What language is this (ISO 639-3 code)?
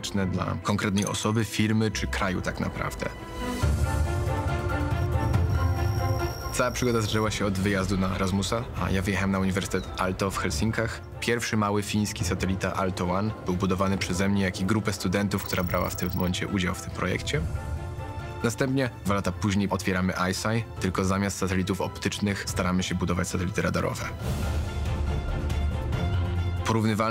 pol